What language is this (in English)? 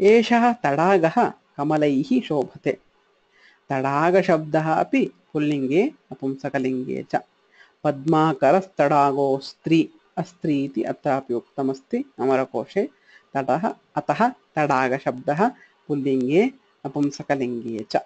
Sanskrit